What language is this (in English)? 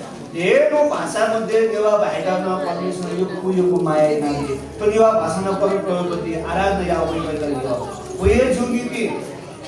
Newari